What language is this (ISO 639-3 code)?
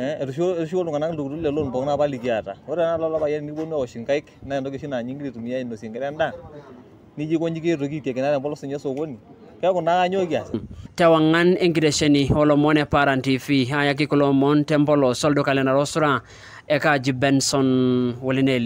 mas